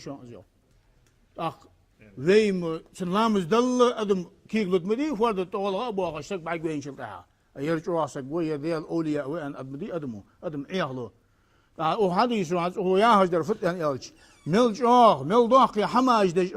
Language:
Ingush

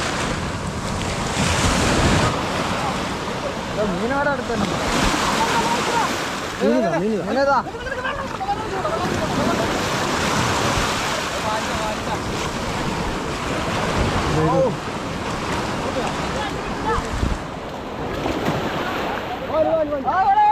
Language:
Malayalam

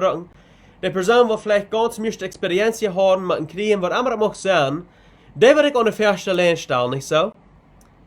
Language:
Plautdietsch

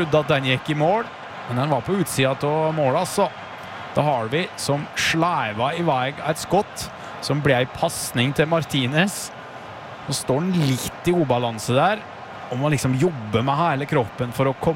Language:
Norwegian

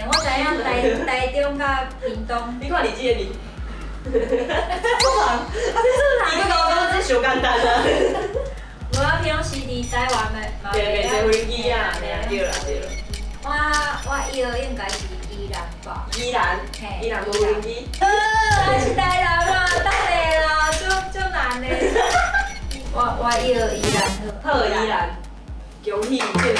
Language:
Min Nan Chinese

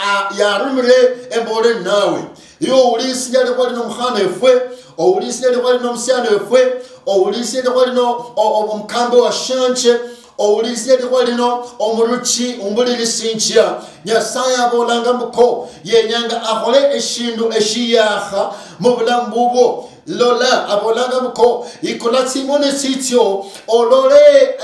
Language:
Luyia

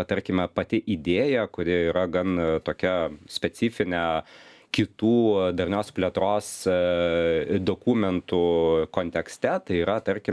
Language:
Lithuanian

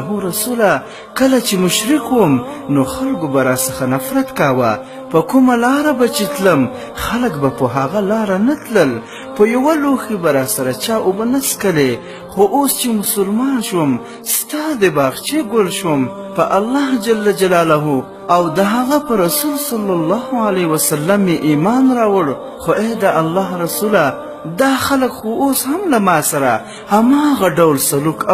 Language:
Pashto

